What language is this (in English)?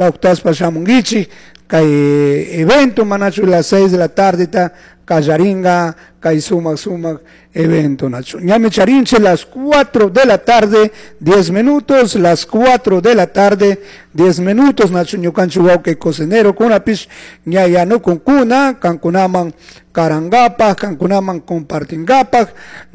Chimborazo Highland Quichua